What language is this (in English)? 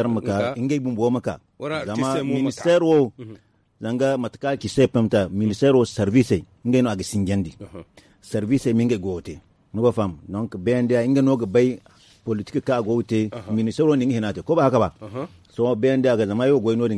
Zarma